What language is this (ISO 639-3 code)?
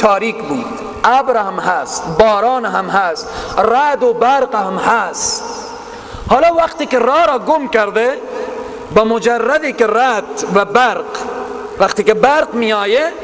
fas